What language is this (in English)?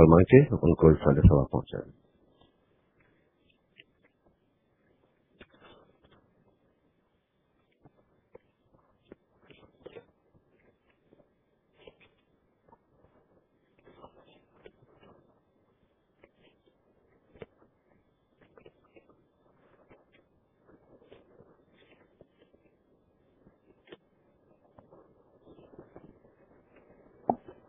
Urdu